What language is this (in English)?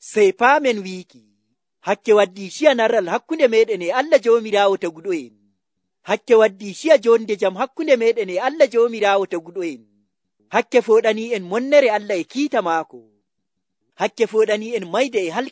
Nigerian Fulfulde